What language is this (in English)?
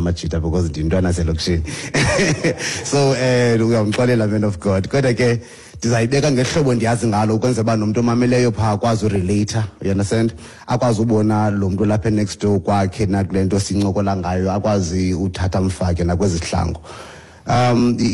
Xhosa